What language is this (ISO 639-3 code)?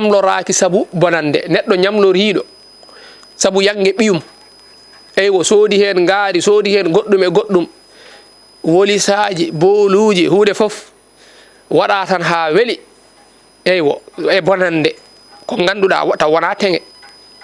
ful